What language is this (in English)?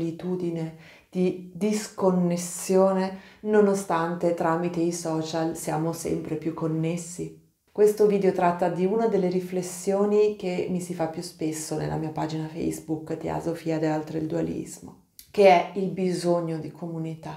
Italian